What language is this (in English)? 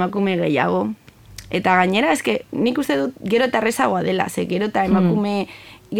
Basque